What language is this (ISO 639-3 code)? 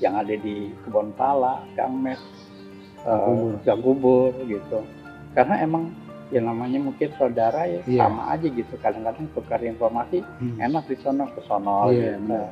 bew